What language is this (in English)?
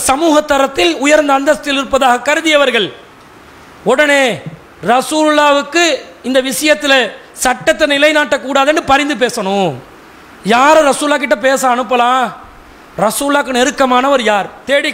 Tamil